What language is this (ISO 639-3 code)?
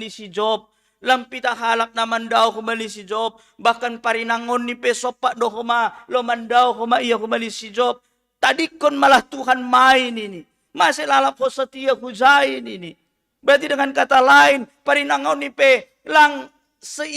bts